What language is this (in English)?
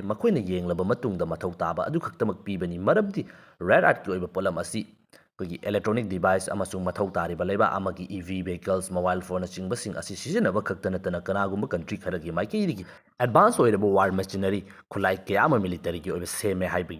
Manipuri